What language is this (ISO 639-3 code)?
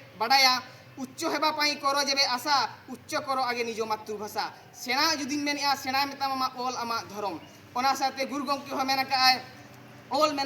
sat